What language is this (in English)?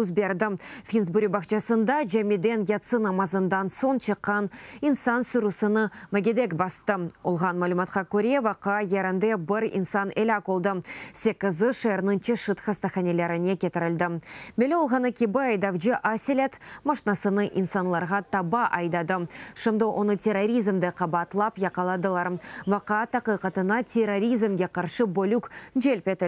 Crimean Tatar